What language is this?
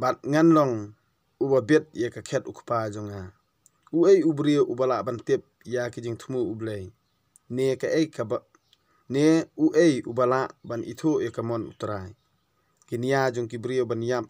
Khasi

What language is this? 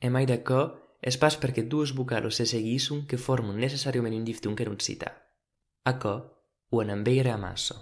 Occitan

